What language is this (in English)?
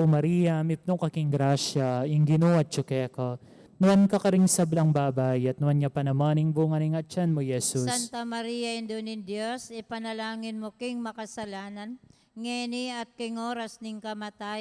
Pampanga